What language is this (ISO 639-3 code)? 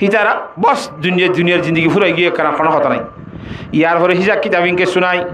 rhg